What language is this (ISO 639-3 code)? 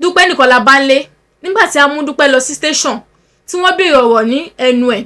yor